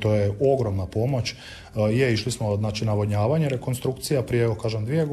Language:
Croatian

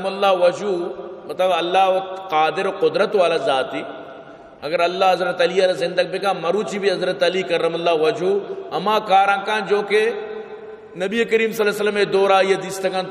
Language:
Baluchi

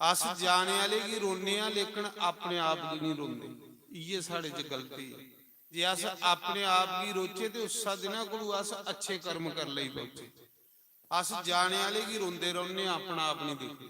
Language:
Dogri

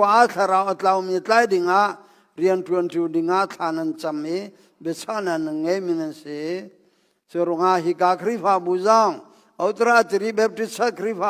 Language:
Hakha Chin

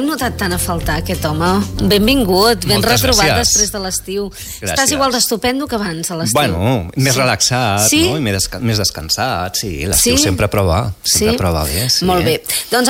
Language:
Catalan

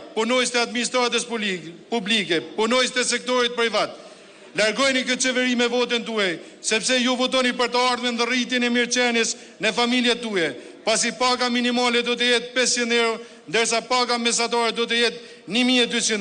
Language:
Albanian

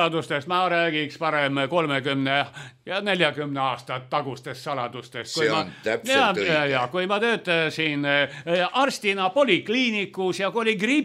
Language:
Estonian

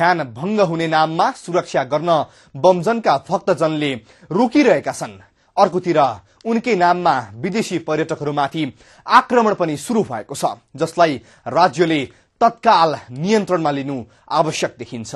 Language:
Nepali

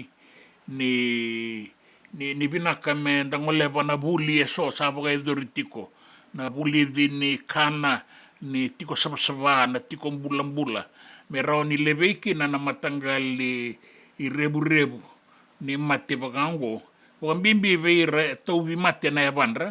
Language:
Fijian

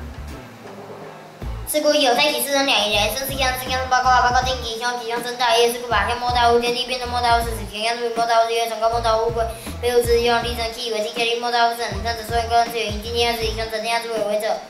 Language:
Literary Chinese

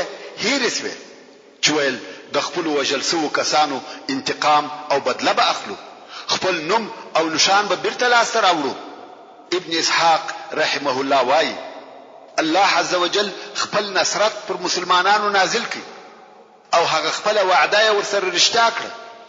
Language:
Pashto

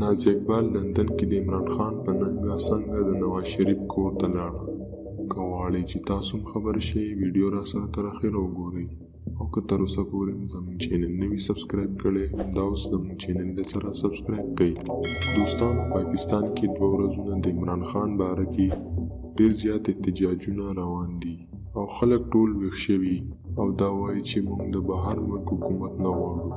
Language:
Pashto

